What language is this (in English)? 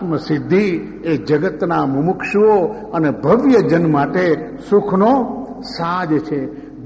Gujarati